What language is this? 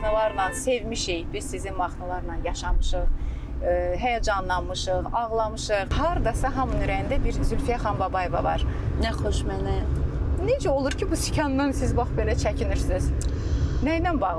Azerbaijani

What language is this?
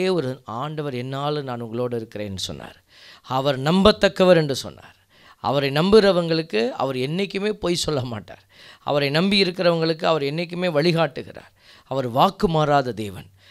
Tamil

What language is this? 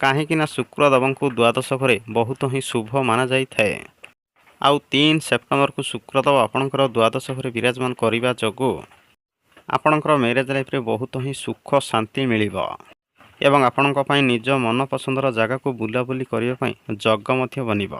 Odia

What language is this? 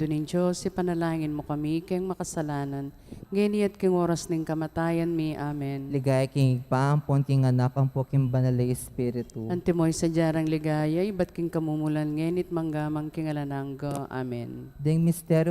Pampanga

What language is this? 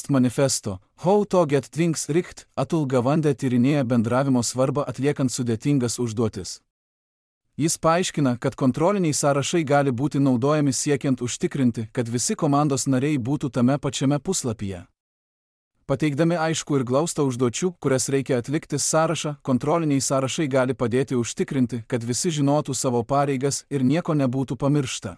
Lithuanian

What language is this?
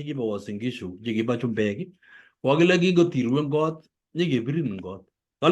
Kalenjin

